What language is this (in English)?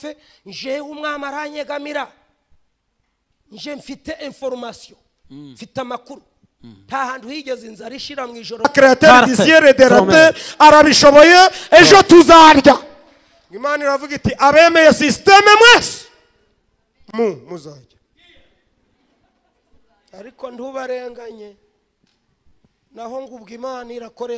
Kinyarwanda